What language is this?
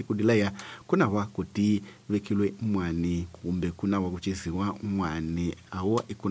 Tsonga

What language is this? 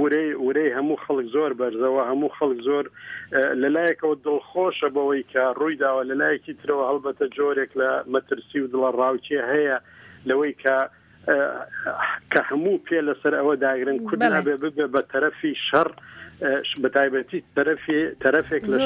Central Kurdish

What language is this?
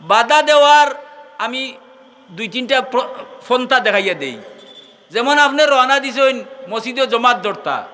Sylheti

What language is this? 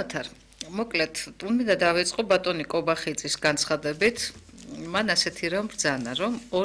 Georgian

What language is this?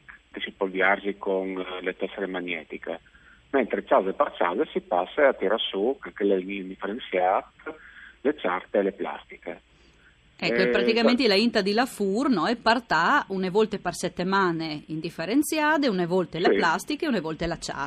Friulian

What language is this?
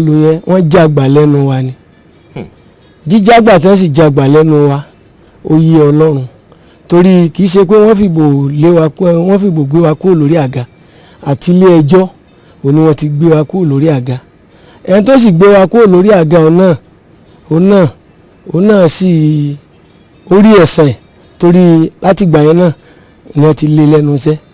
Yoruba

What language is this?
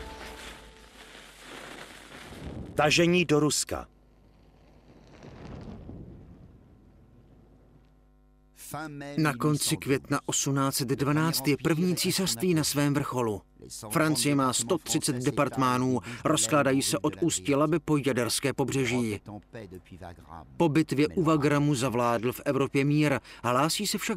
Czech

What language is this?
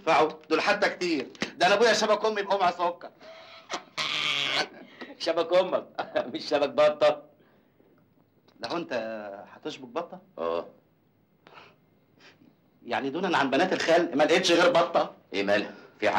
Egyptian Arabic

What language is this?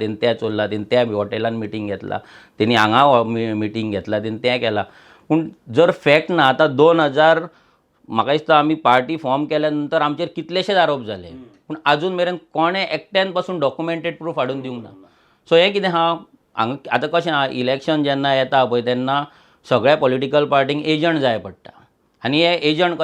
Konkani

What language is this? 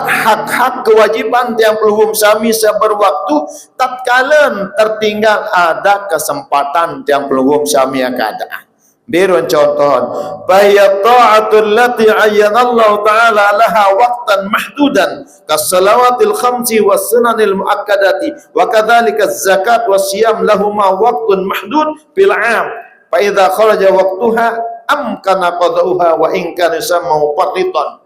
Sasak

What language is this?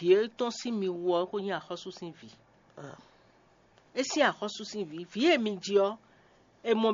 Fon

